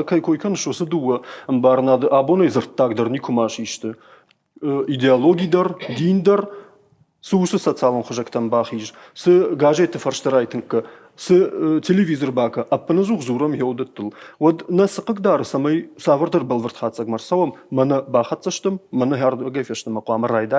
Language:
Ossetic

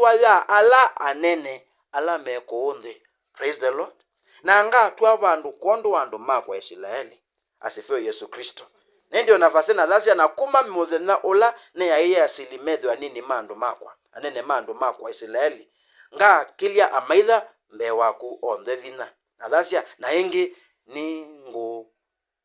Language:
Kamba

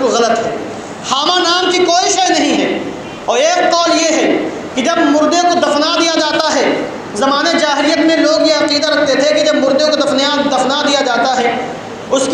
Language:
Urdu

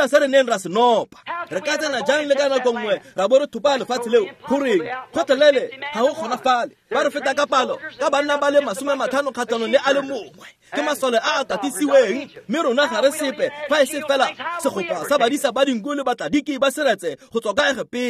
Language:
Tswana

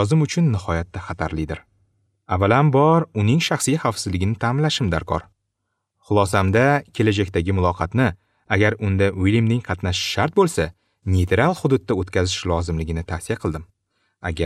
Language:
Uzbek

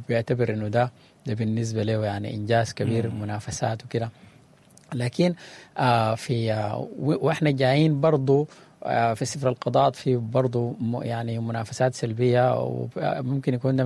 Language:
Sudanese Arabic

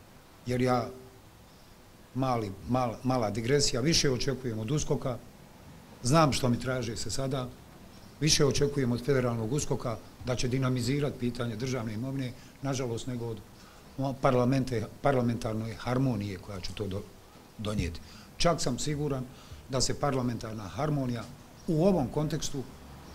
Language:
Bosnian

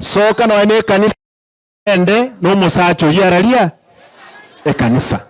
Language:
Gusii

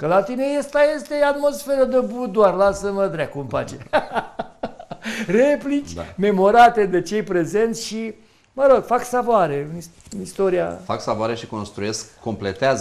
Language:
Romanian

